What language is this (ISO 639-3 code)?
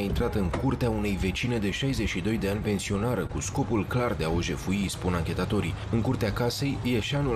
ron